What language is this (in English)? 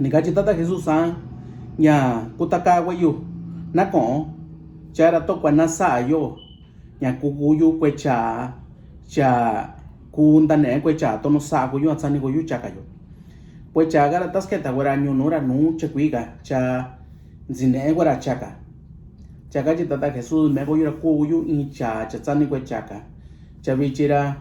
Mixtepec Mixtec